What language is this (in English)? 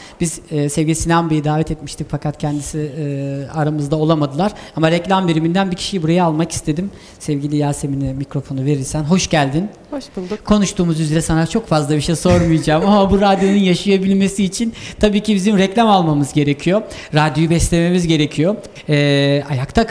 Turkish